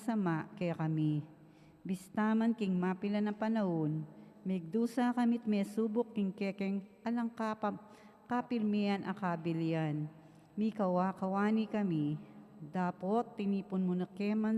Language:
Pampanga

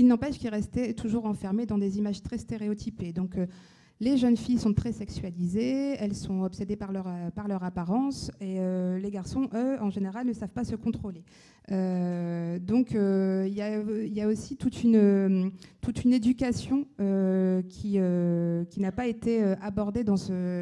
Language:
French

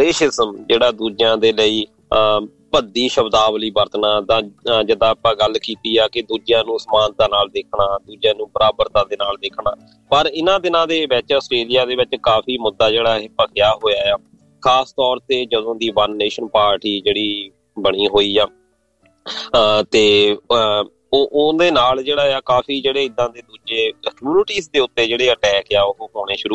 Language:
Punjabi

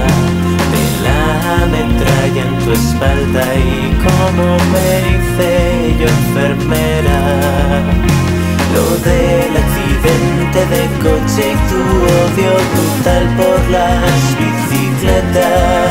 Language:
Spanish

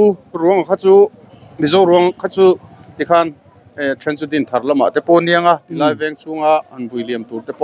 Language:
Mizo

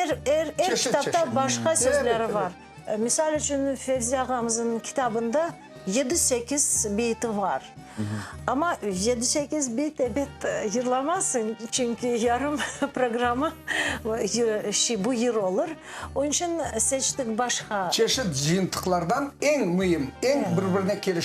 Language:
Crimean Tatar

